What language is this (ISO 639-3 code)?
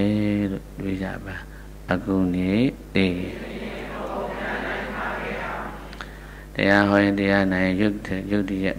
mya